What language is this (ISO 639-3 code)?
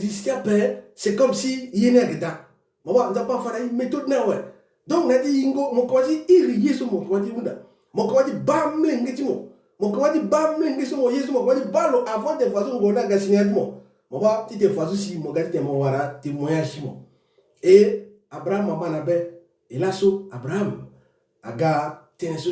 sag